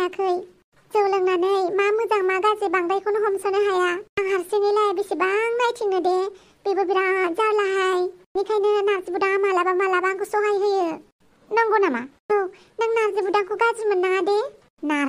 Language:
Bodo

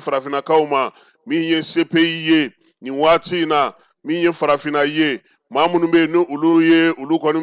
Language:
Bambara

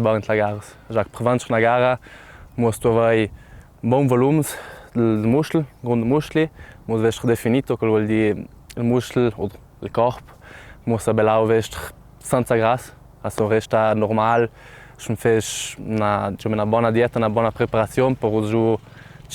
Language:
Ladin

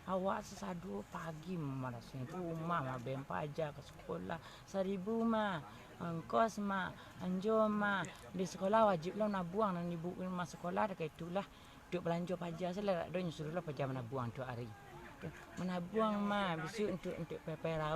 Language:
Minangkabau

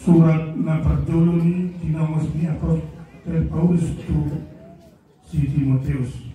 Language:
Batak Toba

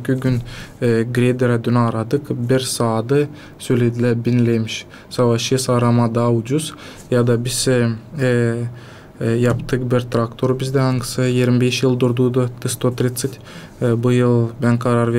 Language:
Gagauz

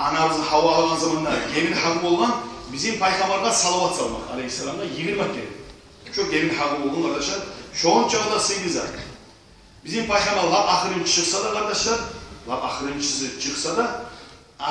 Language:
Kumyk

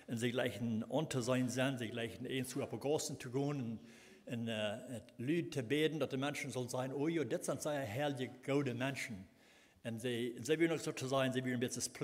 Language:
Plautdietsch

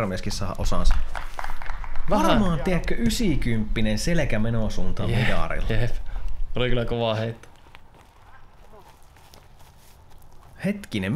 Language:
Finnish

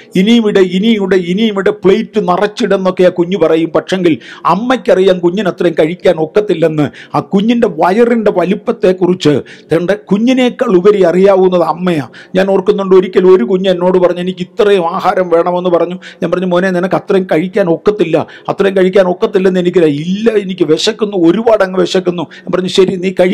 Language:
Malayalam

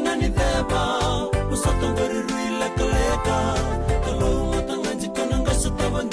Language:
Fijian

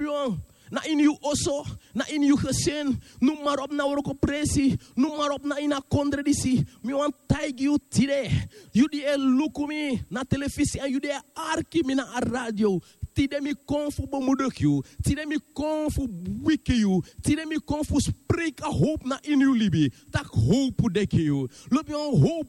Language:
Sranan Tongo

